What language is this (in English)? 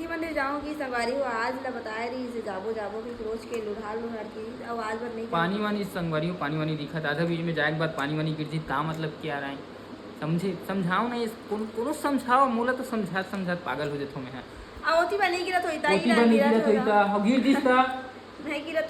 Chhattisgarhi